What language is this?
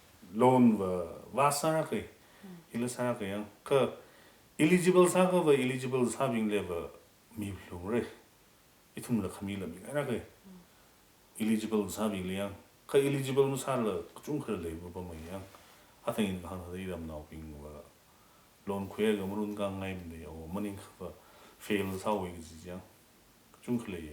Tangkhul Naga (India)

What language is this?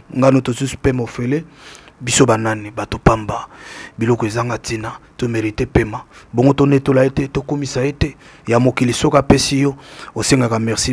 Lingala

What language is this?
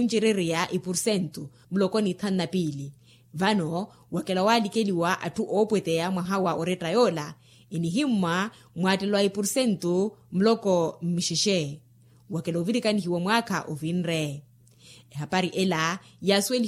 Makhuwa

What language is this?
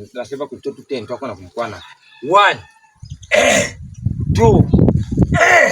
Lozi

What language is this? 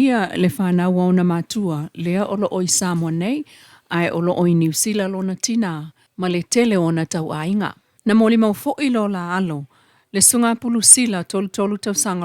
Samoan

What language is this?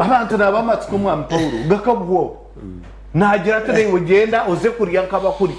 Nyankole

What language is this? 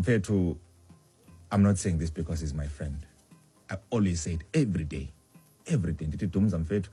Xhosa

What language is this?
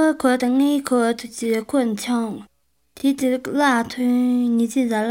Chinese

